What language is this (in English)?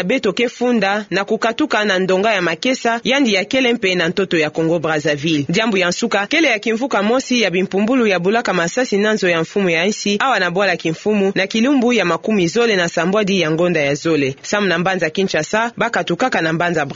Kituba (Democratic Republic of Congo)